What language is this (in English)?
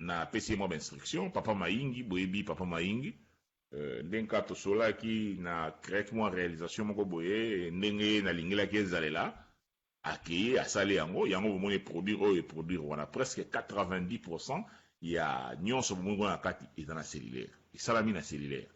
Lingala